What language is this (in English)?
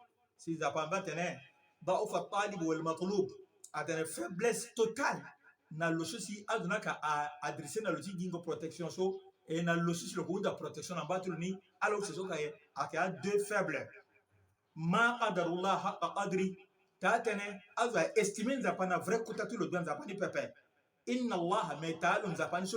Sango